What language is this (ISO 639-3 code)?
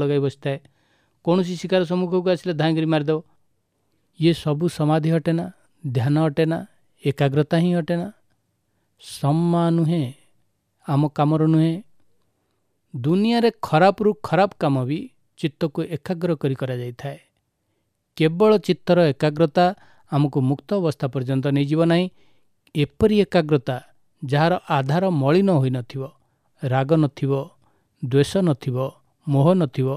ori